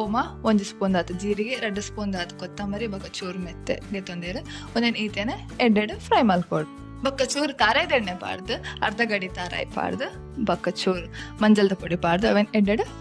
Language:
Tulu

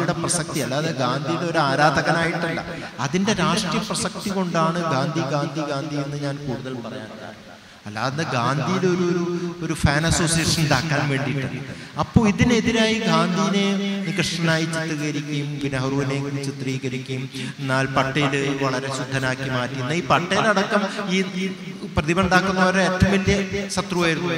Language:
Malayalam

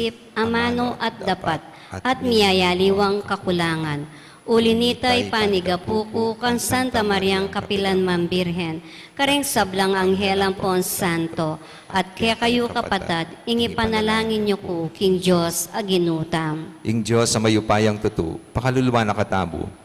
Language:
Pampanga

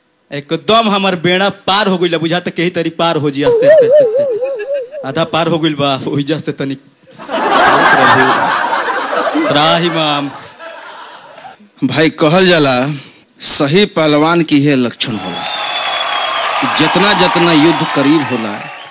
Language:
Bhojpuri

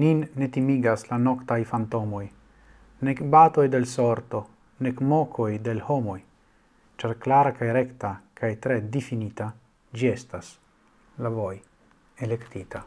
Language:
Esperanto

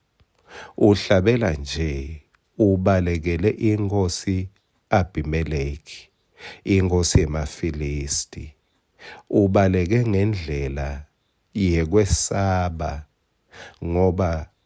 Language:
Swati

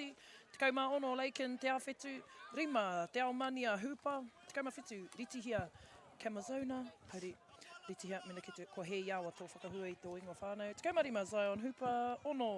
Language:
Māori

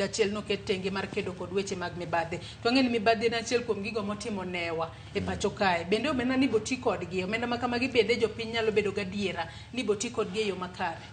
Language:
Luo (Kenya and Tanzania)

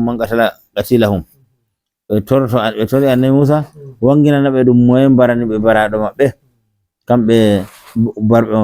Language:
Nigerian Fulfulde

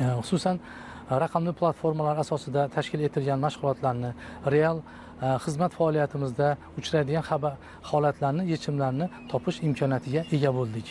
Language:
Uzbek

